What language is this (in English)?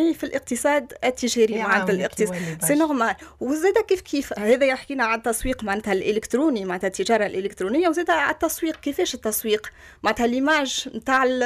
Tunisian Arabic